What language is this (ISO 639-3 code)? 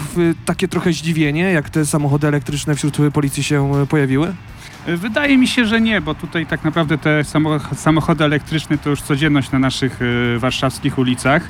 pol